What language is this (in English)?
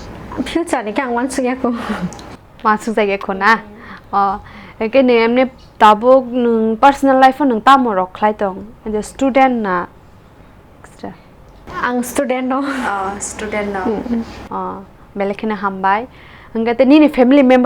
Kok Borok